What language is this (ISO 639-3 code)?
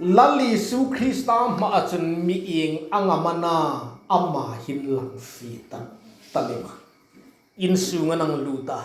hmr